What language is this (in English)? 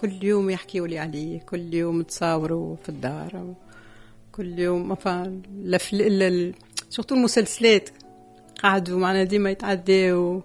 Tunisian Arabic